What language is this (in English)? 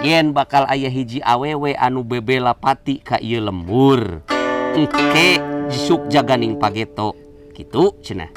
Sundanese